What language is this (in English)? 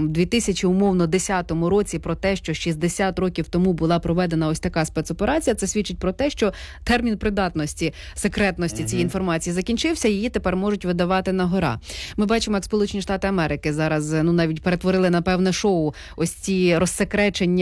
Ukrainian